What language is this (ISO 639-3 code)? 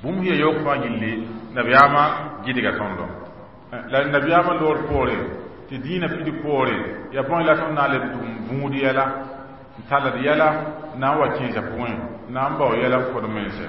mos